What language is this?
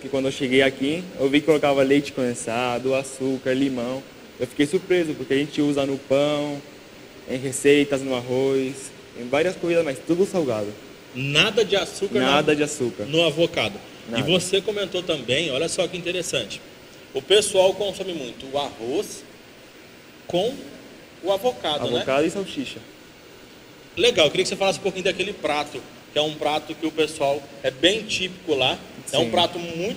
Portuguese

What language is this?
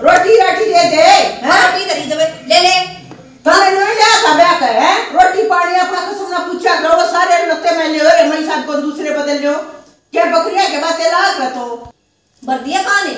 Haryanvi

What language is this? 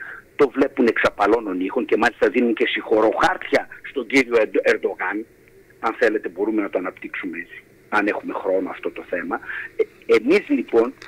Greek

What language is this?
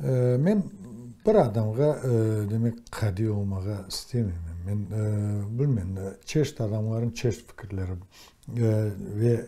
Crimean Tatar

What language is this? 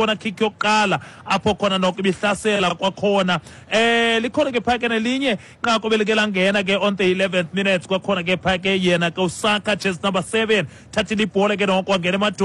Xhosa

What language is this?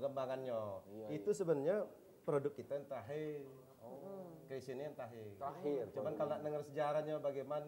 Musi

